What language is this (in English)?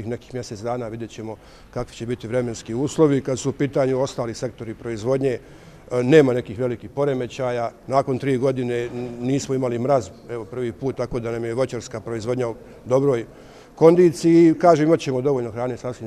Bosnian